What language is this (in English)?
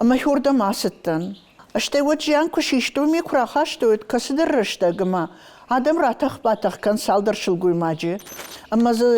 Ossetic